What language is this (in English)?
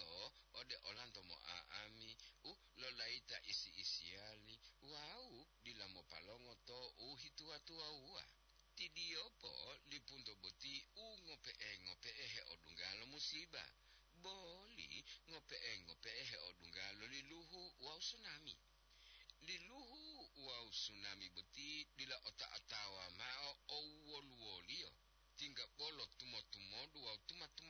Gorontalo